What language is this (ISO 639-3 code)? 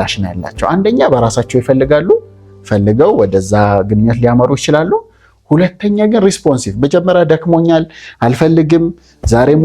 amh